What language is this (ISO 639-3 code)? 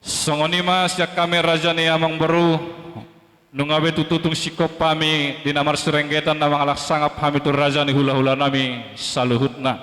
bbc